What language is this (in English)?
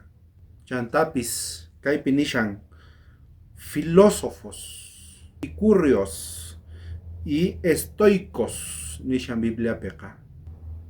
South Bolivian Quechua